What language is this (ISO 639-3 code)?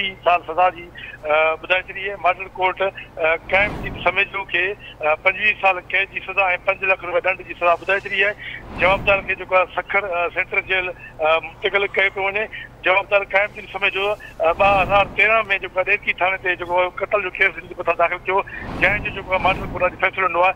snd